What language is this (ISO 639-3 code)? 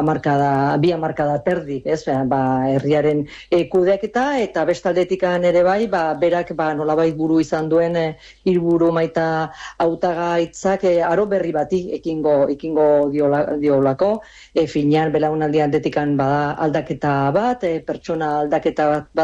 eus